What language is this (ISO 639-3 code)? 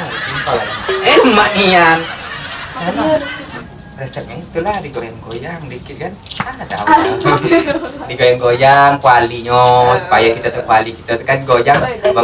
mui